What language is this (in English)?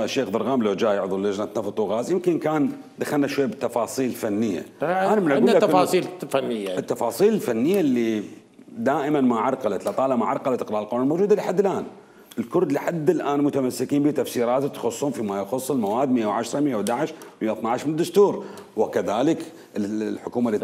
Mesopotamian Arabic